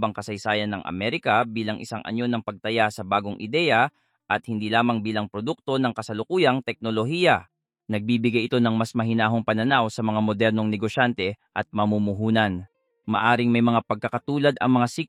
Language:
Filipino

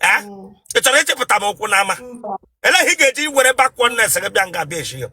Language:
Igbo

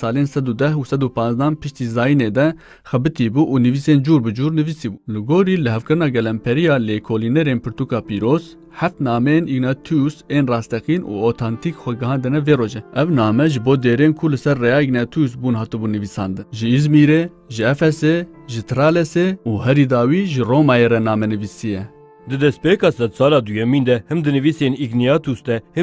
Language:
Kurdish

